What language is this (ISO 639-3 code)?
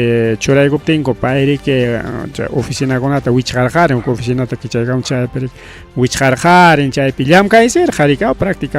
quy